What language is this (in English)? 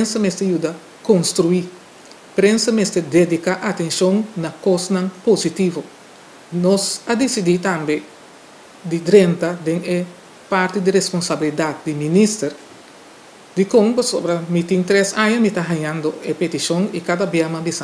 Papiamento